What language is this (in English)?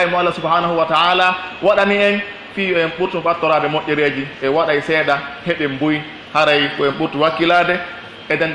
Pular